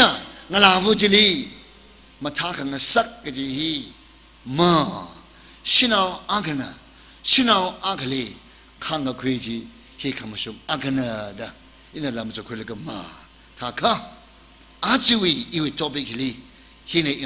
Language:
Tangkhul Naga (India)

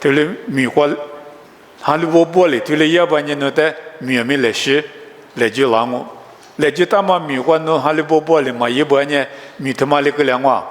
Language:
Lisu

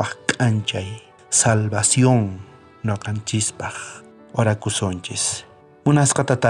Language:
South Bolivian Quechua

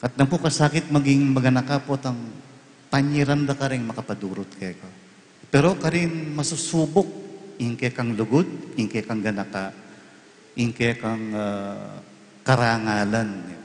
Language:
Pampanga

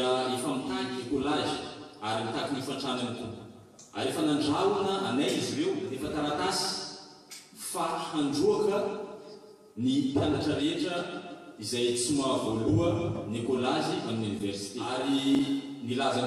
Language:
Malagasy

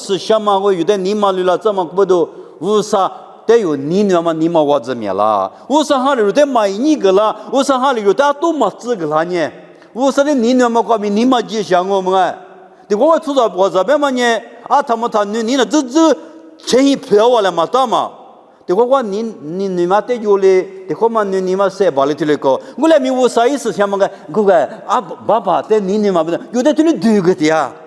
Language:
Lisu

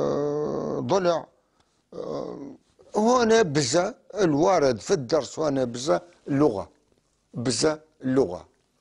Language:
North Levantine Arabic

